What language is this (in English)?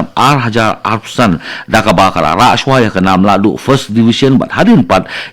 Khasi